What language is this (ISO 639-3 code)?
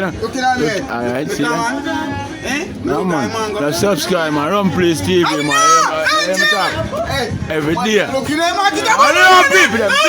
jam